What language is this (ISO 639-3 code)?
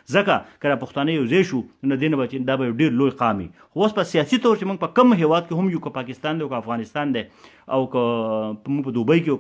pus